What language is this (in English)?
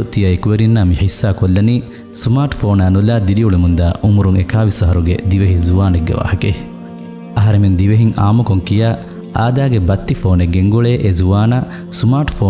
Divehi